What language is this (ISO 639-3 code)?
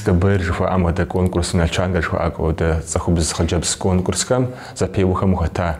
kbd